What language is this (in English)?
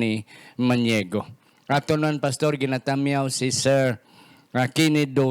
Hiligaynon